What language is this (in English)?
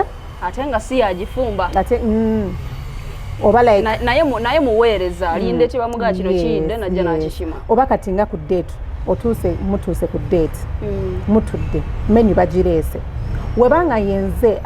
Ganda